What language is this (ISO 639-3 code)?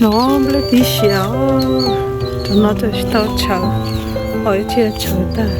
hmn